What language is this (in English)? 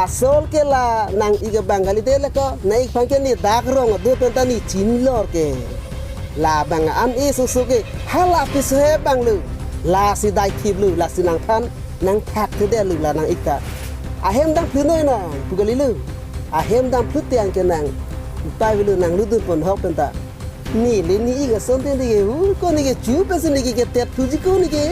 Karbi